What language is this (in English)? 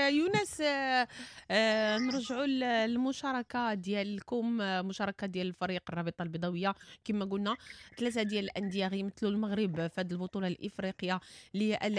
Moroccan Arabic